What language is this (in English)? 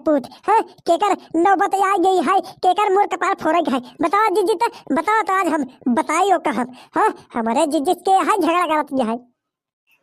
Bhojpuri